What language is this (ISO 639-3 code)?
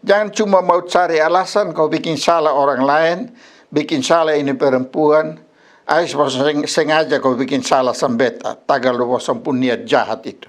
mkn